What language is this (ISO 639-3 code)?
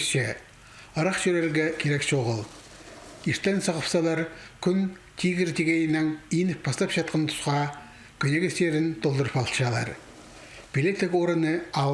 kjh